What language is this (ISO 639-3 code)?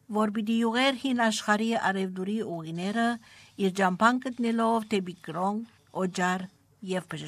hye